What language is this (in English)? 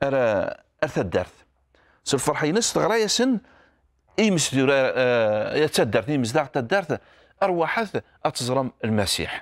Kabyle